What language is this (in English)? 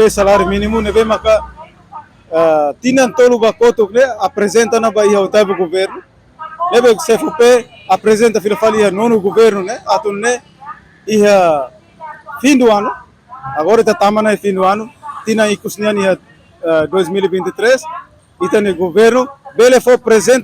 Tetum